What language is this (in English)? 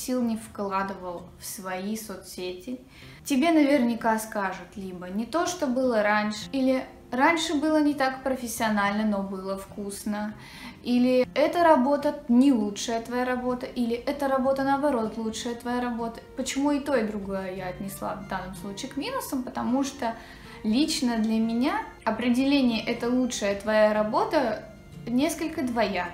Russian